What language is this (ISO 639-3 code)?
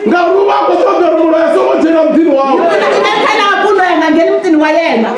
ven